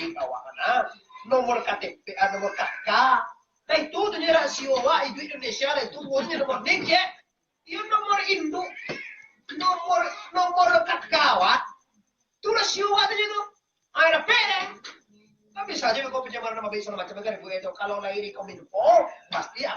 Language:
Minangkabau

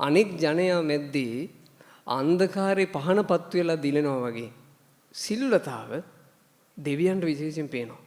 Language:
Sinhala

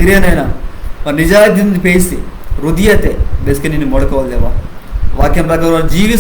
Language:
Koya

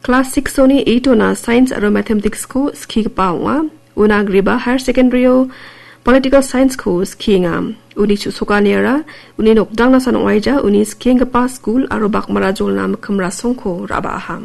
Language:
Garo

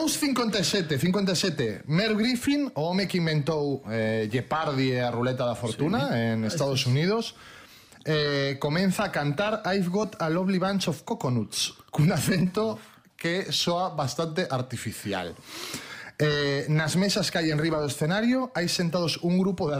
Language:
Galician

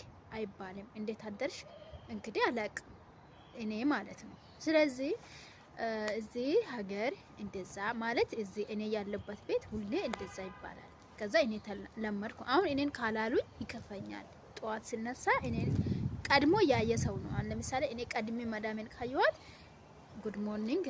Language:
Amharic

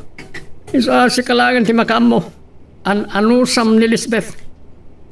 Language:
Iloko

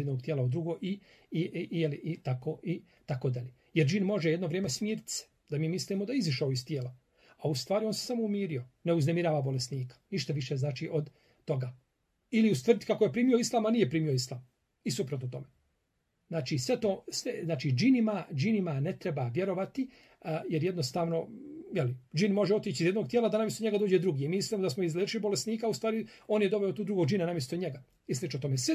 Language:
Bosnian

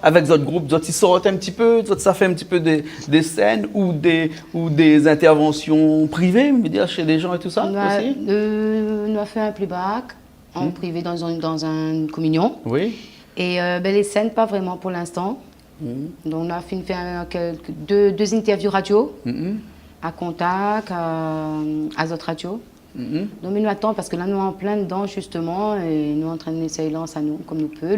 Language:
Réunion Creole French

